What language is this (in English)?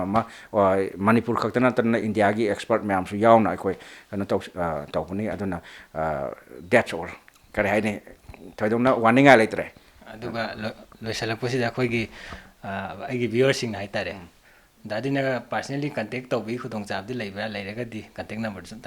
Manipuri